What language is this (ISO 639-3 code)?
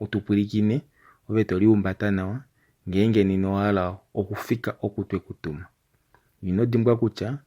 kua